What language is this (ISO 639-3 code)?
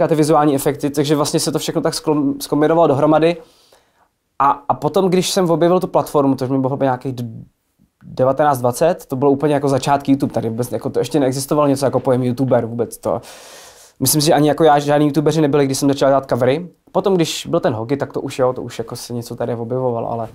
ces